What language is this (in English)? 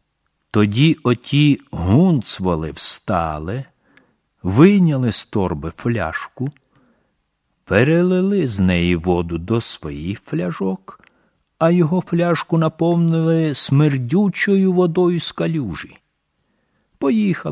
Ukrainian